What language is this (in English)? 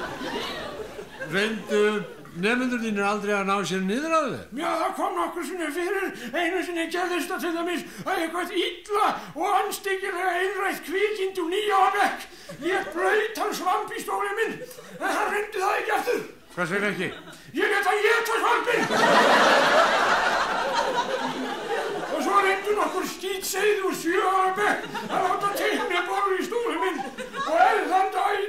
Icelandic